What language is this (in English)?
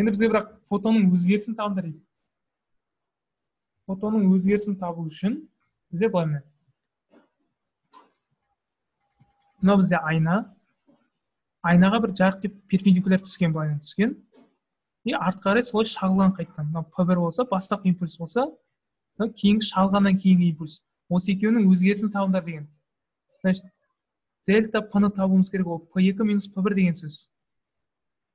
Kazakh